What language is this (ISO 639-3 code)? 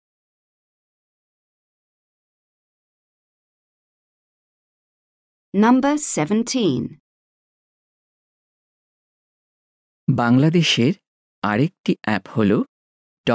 ben